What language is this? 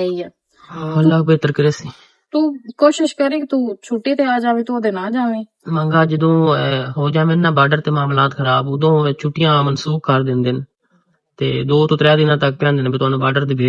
Western Panjabi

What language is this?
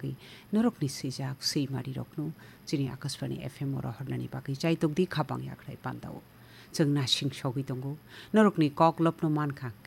Kok Borok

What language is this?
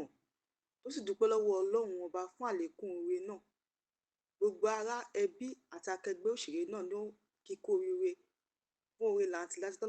Yoruba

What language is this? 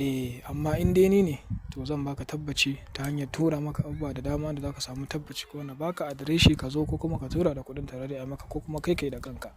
Hausa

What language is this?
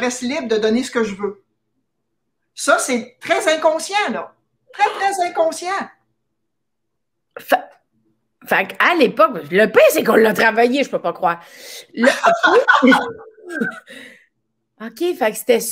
French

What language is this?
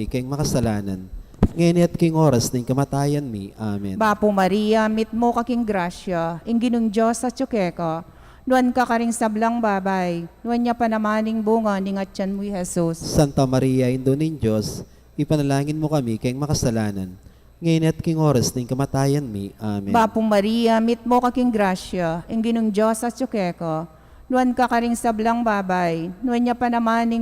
Pampanga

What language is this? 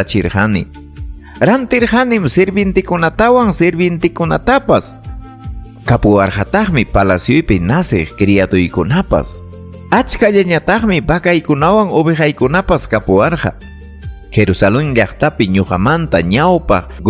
Ayacucho Quechua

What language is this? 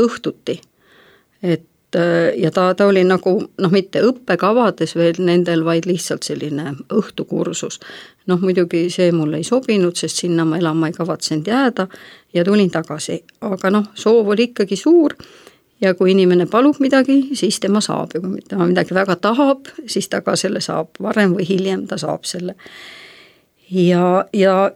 Estonian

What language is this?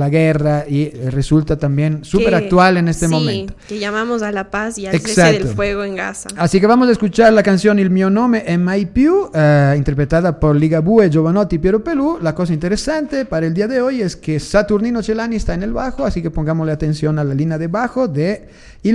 Spanish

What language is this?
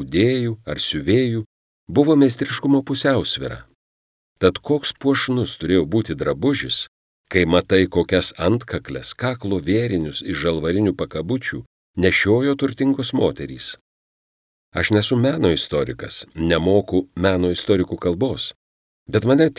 Lithuanian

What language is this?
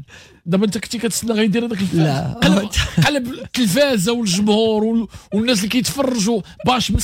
Moroccan Arabic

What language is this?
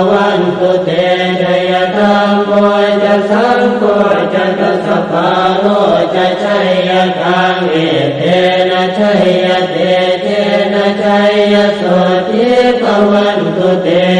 Pali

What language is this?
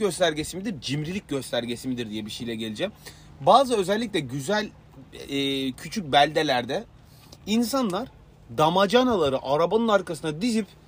Turkish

